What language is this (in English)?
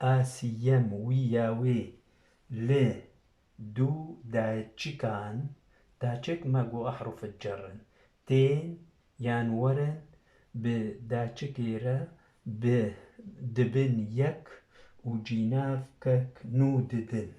Kurdish